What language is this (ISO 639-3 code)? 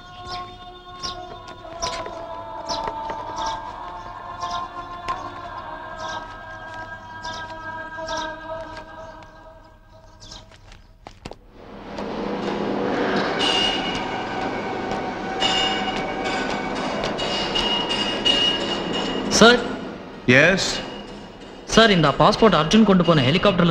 tam